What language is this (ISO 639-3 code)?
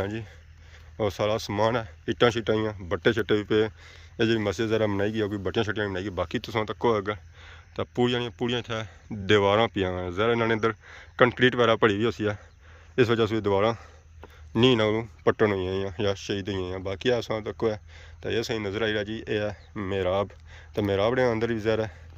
phr